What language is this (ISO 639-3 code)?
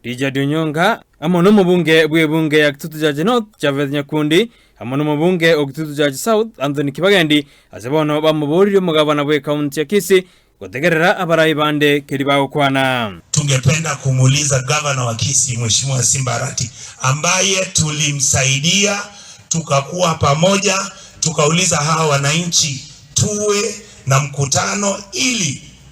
guz